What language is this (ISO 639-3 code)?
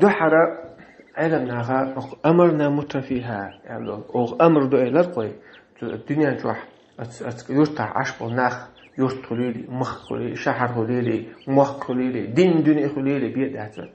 che